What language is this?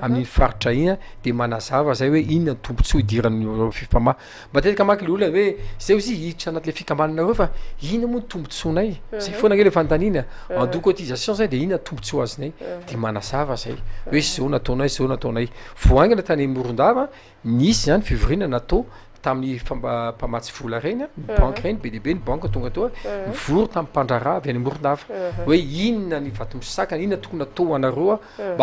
Malagasy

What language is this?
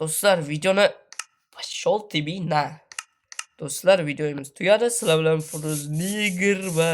Uzbek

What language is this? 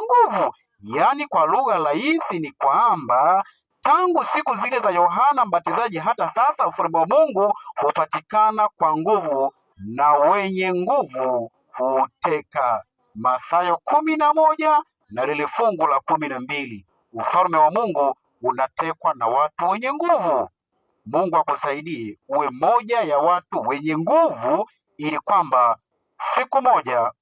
Swahili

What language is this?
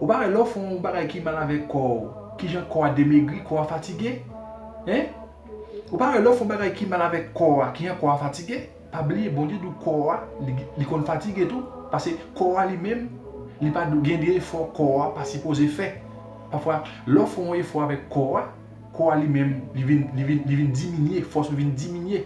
Haitian Creole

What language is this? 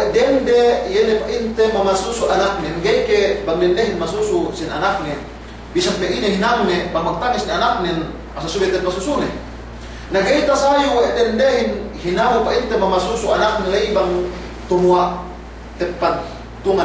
Yakan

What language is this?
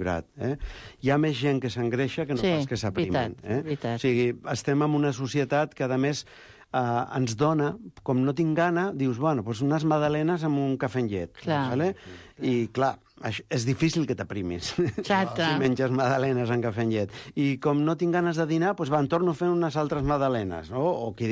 Catalan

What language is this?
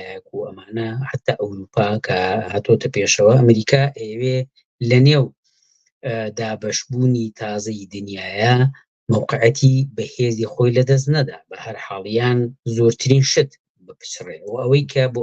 Central Kurdish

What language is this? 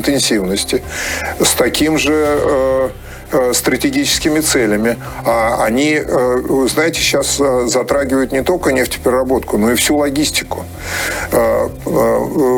Russian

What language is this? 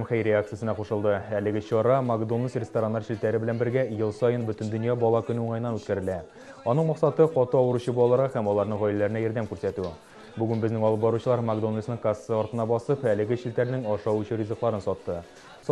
Tatar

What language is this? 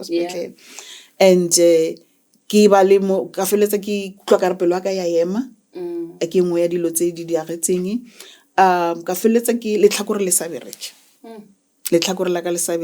Northern Sotho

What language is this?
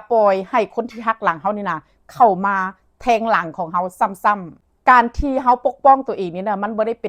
Northeastern Thai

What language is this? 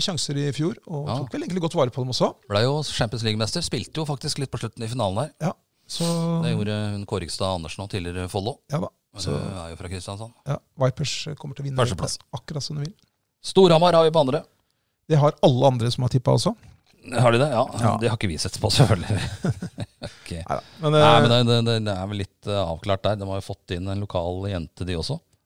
Norwegian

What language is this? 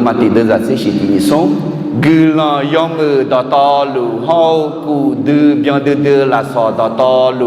Akha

